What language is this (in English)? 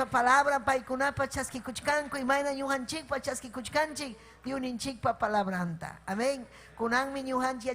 Ayacucho Quechua